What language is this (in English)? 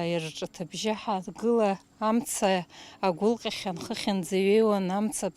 Abkhazian